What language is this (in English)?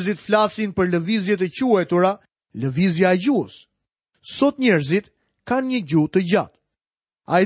Albanian